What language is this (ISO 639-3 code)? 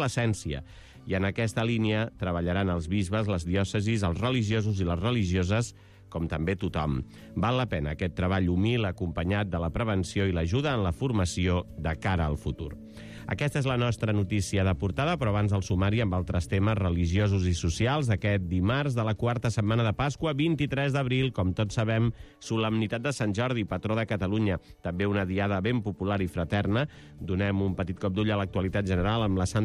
cat